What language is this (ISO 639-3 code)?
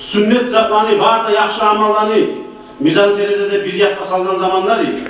kum